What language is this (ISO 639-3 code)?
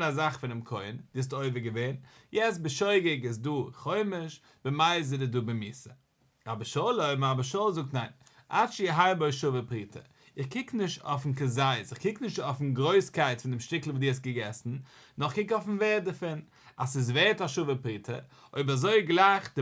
yid